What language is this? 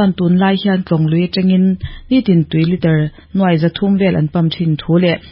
Mizo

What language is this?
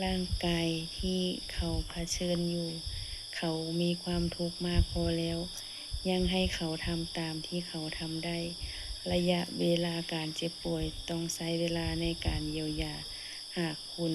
Lao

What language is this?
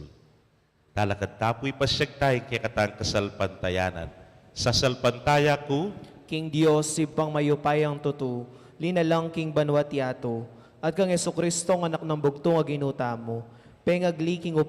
Pampanga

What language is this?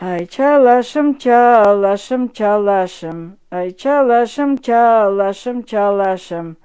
Crimean Tatar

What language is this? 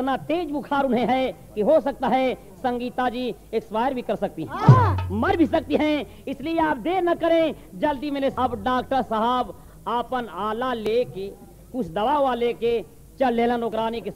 Bhojpuri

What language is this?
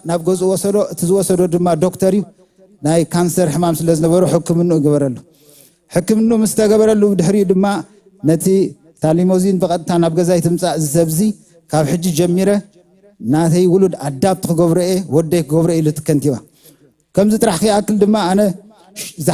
Tigrinya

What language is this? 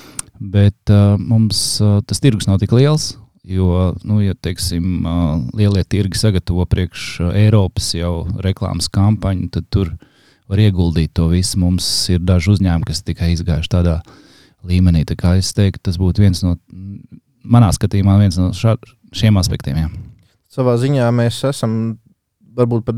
Latvian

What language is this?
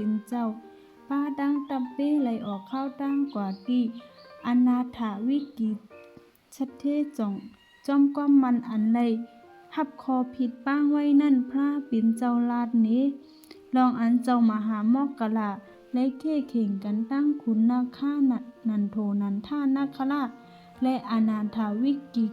Shan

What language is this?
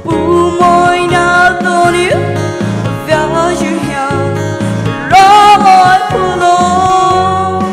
Poumei Naga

